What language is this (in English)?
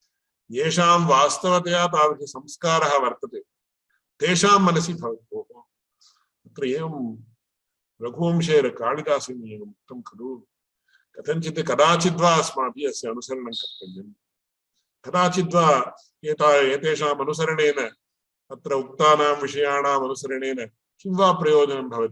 Sanskrit